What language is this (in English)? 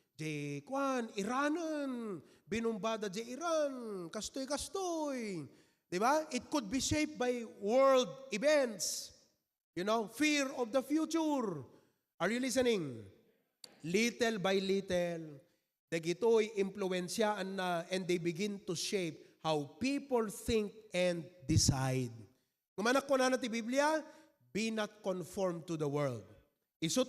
Iloko